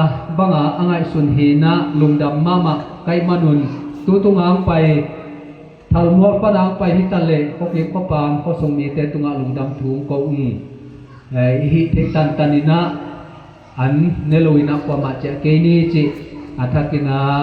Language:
Tedim Chin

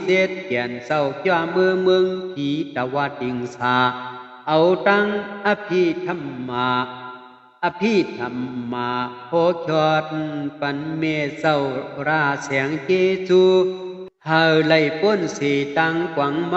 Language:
Shan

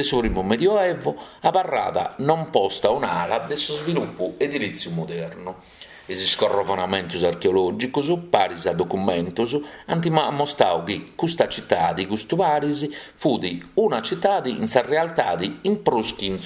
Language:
Sardinian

